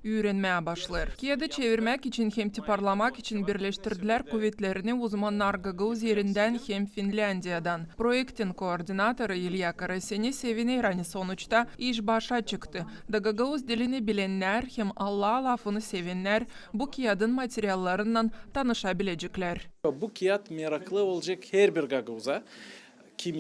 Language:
Gagauz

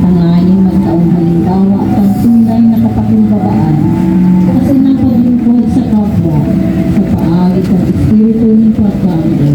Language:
Bikol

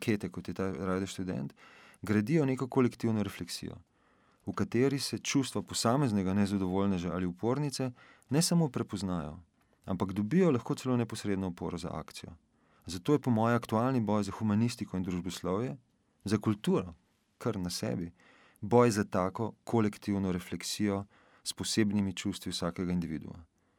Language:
Slovenian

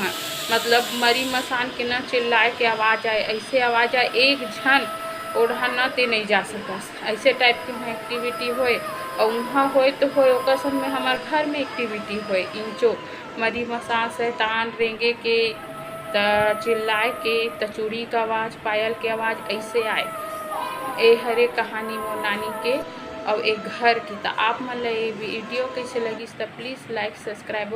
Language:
Chhattisgarhi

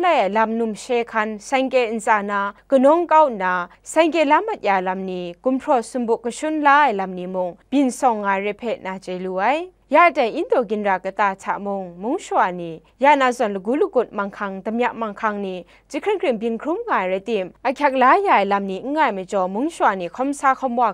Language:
Kachin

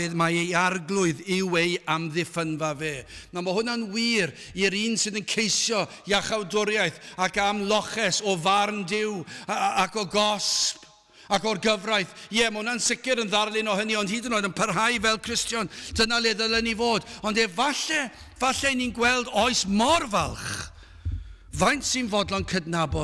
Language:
Welsh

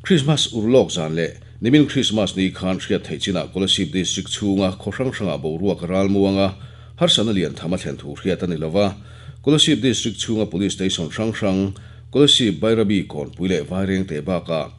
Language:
Mizo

